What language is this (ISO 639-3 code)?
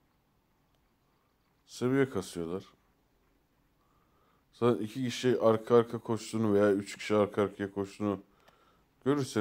tur